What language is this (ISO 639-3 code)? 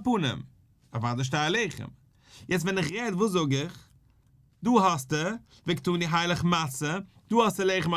yid